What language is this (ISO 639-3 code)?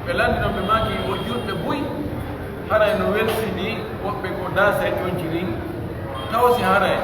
fuf